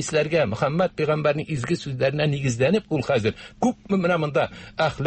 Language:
Tatar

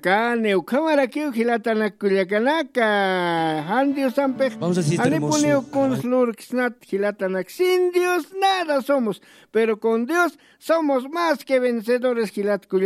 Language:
Aymara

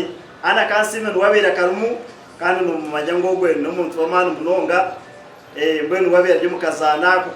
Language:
Nyankole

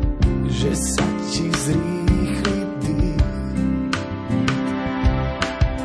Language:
Slovak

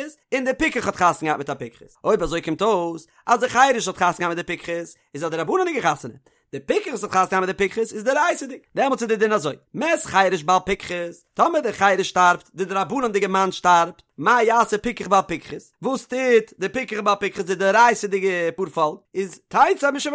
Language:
Yiddish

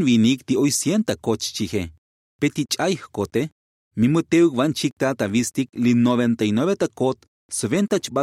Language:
Tzotzil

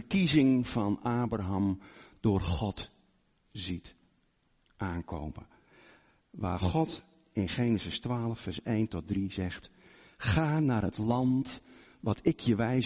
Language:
Dutch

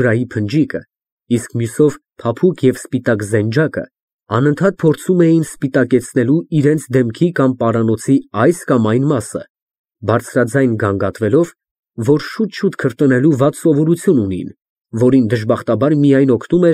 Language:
Armenian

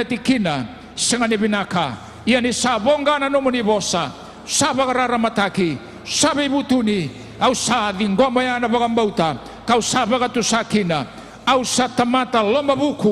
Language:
Fijian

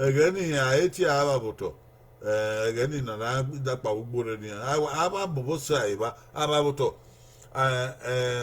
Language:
Bini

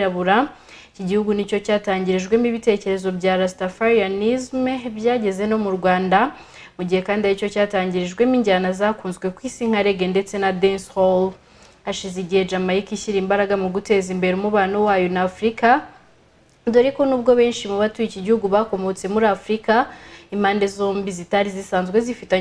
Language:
Kinyarwanda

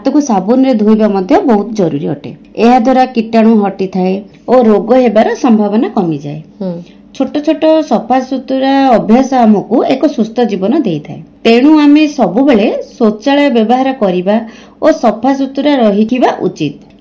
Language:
Odia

